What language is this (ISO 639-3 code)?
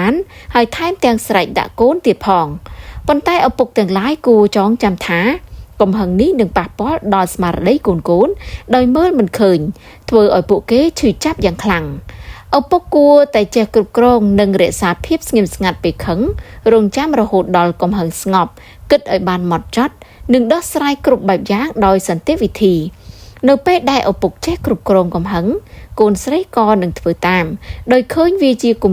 khm